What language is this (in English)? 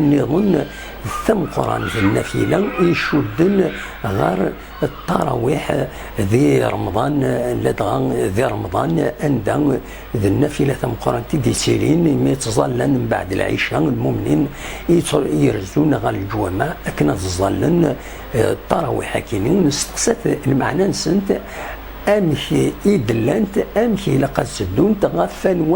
Kabyle